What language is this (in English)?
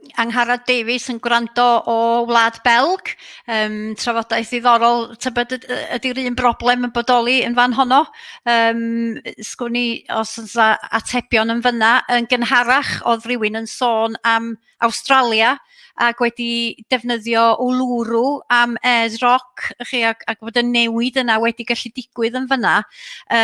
Welsh